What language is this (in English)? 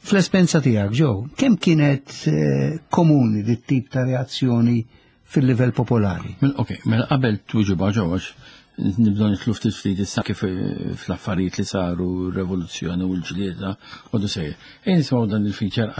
Maltese